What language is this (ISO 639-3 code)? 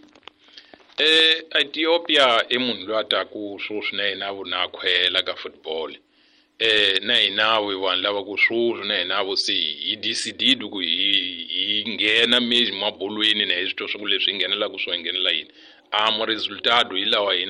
tso